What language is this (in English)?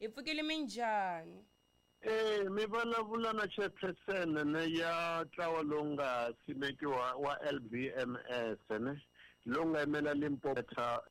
Tsonga